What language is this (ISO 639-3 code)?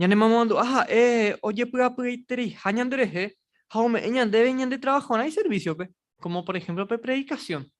grn